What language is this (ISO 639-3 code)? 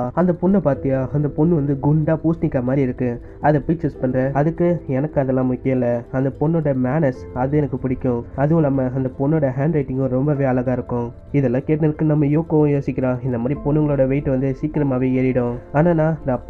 tam